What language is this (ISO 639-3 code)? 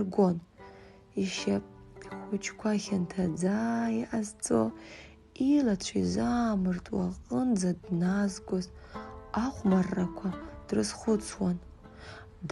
abk